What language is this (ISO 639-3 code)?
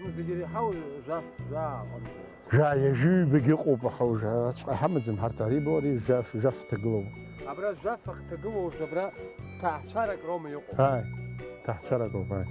abk